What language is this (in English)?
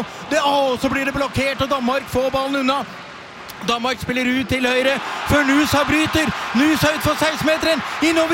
Norwegian